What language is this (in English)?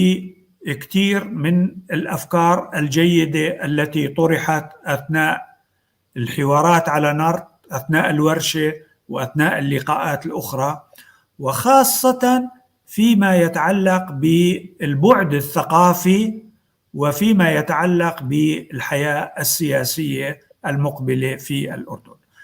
North Levantine Arabic